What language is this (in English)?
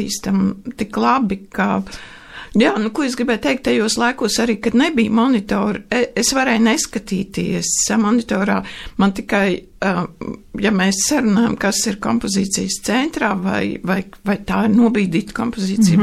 Latvian